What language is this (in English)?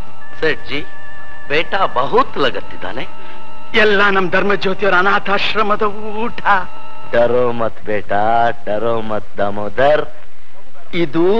Kannada